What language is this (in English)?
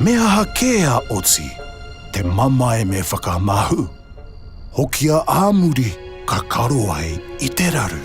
Māori